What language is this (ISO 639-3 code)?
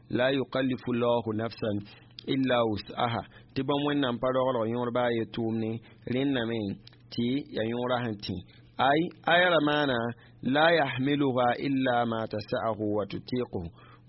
mos